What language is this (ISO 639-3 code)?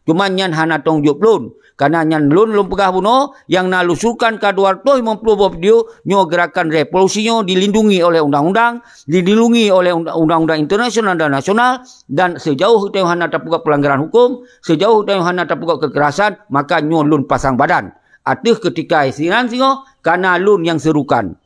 ace